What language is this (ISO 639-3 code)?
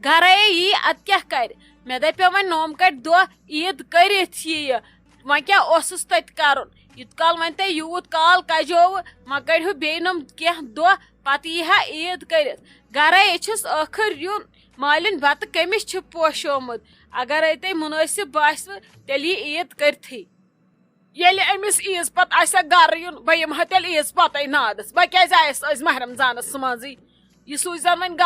kas